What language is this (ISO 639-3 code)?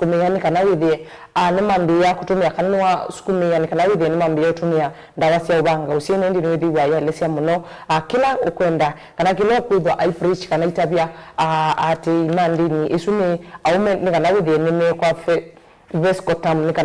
kam